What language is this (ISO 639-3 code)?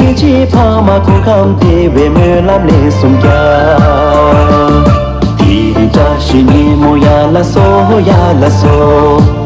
bod